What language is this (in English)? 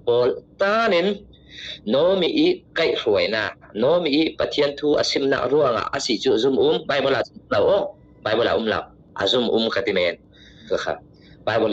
Falam Chin